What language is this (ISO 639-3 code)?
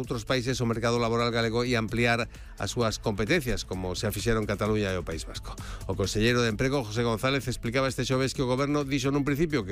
glg